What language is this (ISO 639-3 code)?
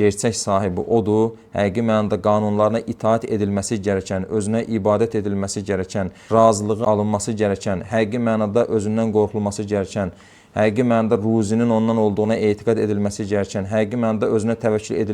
aze